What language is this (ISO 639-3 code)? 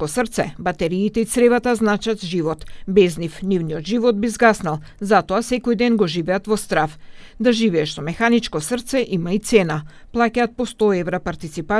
mkd